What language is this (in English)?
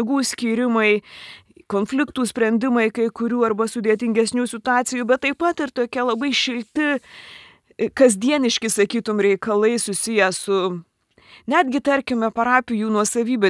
Lithuanian